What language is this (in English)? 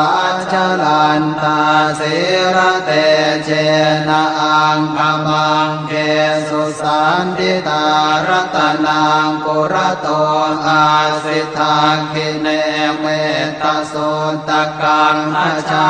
Pali